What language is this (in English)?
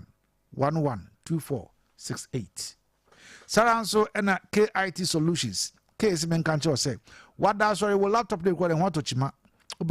Akan